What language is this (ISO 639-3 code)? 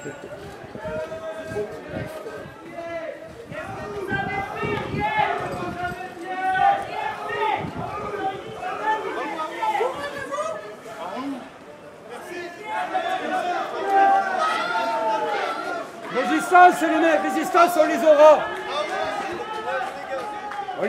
fra